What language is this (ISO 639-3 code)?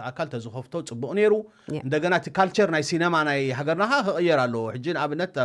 tir